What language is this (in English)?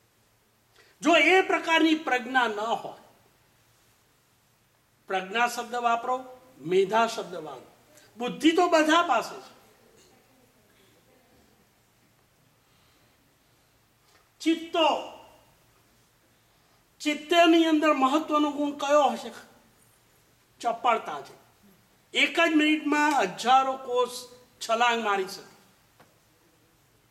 Gujarati